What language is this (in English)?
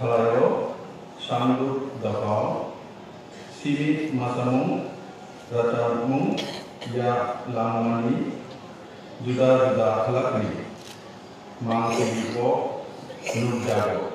Kok Borok